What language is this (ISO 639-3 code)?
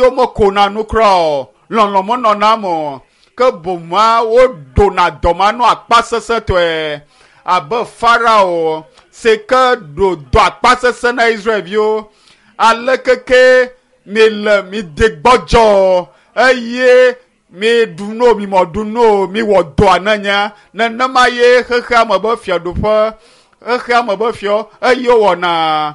ewe